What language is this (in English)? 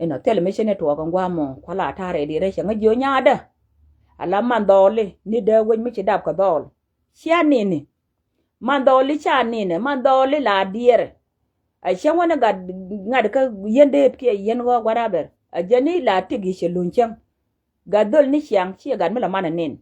Nuer